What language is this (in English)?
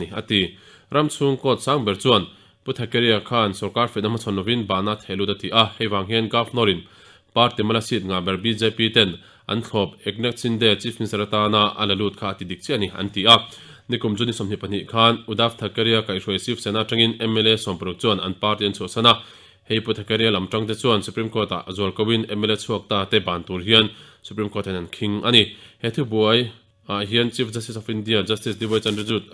Mizo